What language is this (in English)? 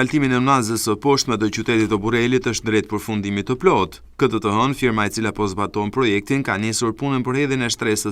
Albanian